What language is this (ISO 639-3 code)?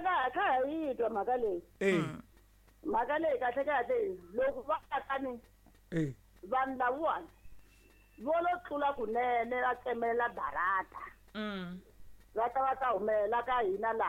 tso